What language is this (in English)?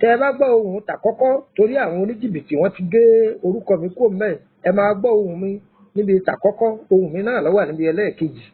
Yoruba